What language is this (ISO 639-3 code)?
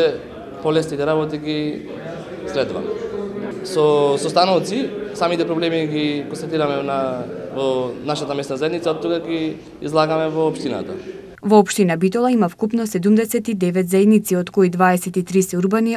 mkd